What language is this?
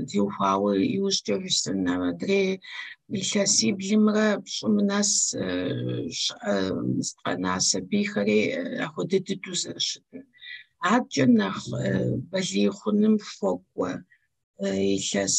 Kabardian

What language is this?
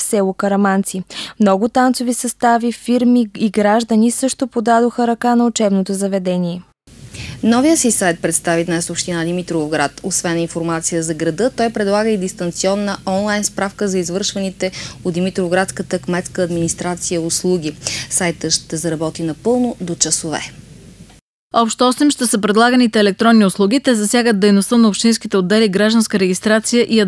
Bulgarian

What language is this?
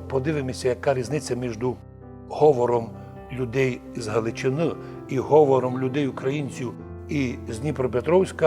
Rusyn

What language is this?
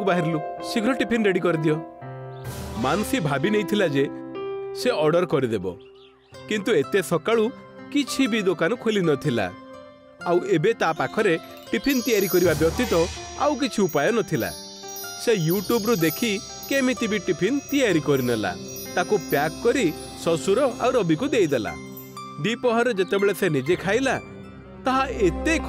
Odia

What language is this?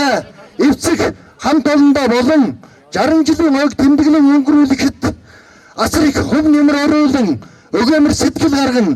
Mongolian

